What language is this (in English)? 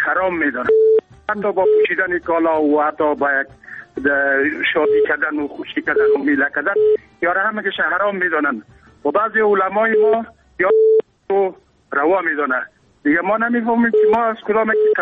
Persian